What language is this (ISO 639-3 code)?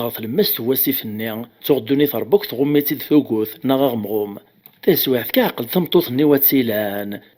kab